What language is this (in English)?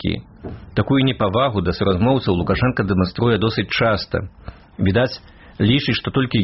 Belarusian